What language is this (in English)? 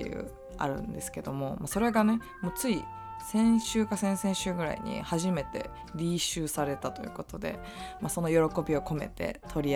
Japanese